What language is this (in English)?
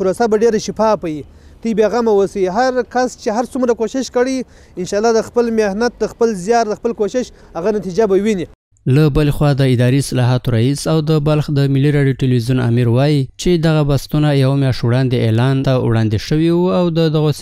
Pashto